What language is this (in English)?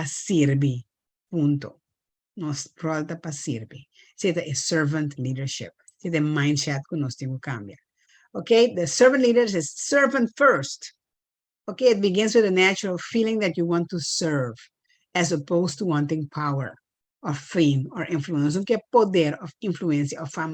Papiamento